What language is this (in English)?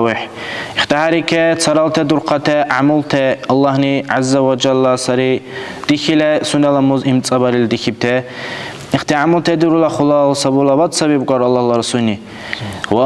Dargwa